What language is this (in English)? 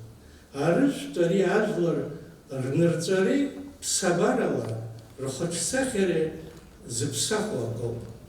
Abkhazian